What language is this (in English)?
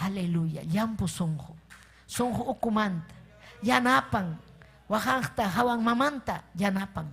Ayacucho Quechua